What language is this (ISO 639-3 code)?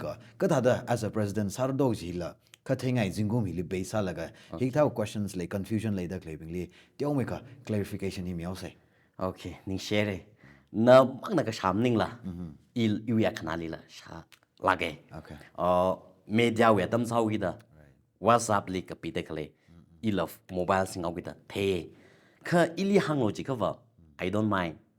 nmf